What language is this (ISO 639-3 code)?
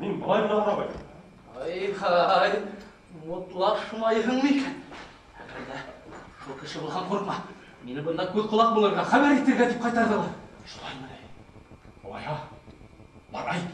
bak